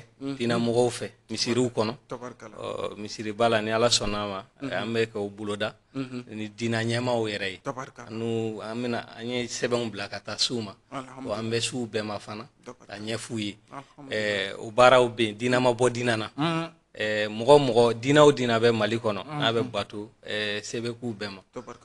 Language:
Bambara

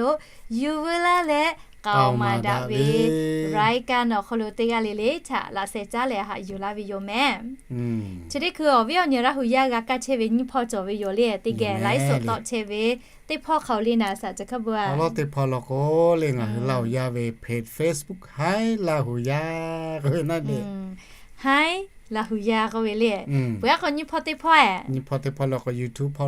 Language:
Lahu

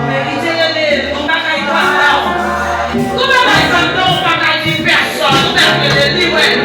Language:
Haitian Creole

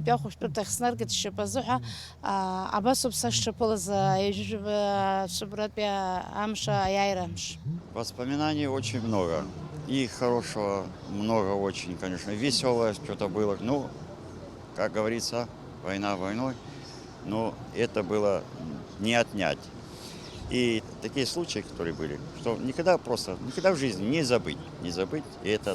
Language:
Abkhazian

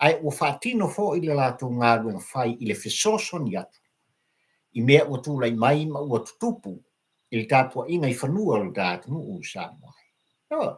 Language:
Samoan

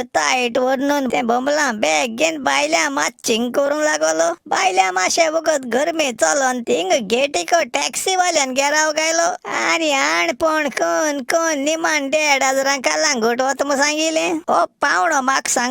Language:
Konkani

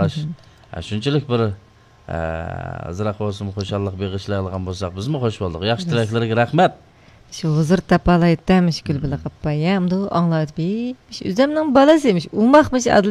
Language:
Uyghur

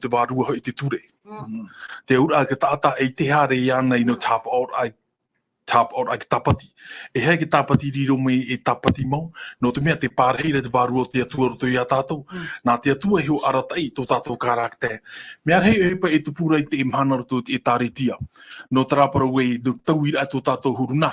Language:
Tahitian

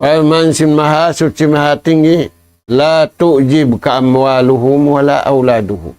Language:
Tausug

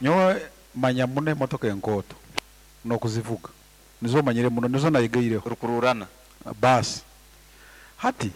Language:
Nyankole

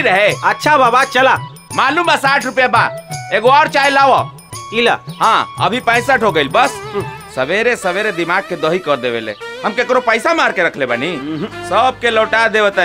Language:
Bhojpuri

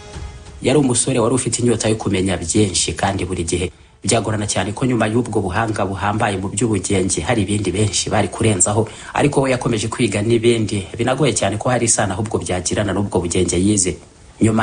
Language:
Kinyarwanda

